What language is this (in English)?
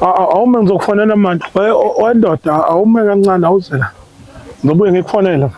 Zulu